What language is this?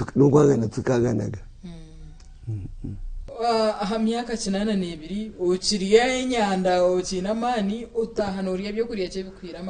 Nyankole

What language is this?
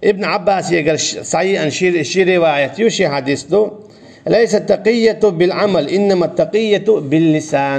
Chechen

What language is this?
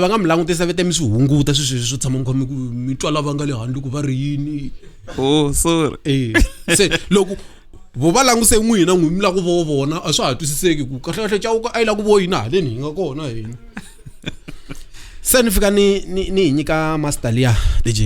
Tsonga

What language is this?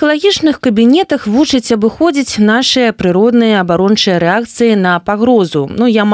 Belarusian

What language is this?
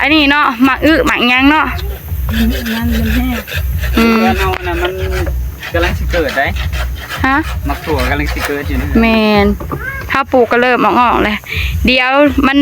Northeastern Thai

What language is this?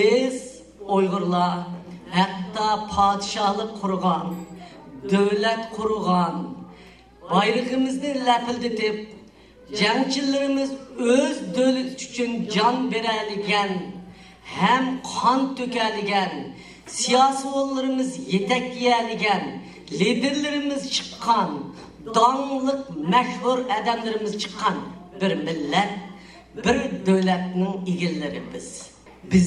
Uyghur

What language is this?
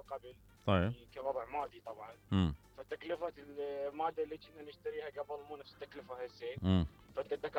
Mesopotamian Arabic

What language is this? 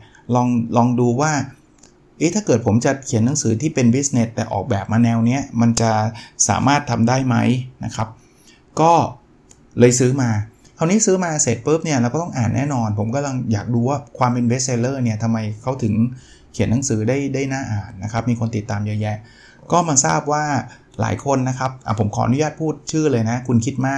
Thai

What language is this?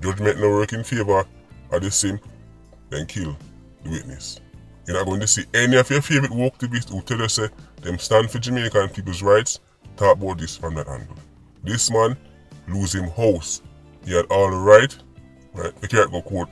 Jamaican Creole English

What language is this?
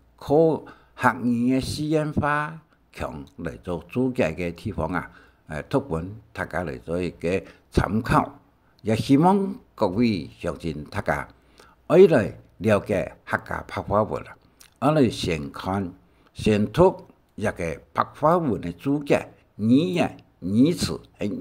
Hakka Chinese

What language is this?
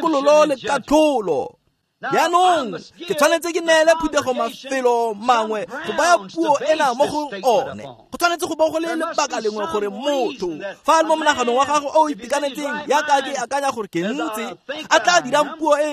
Tswana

